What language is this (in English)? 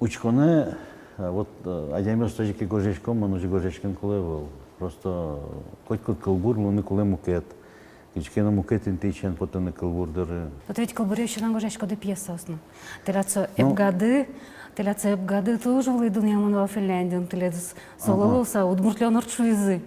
Udmurt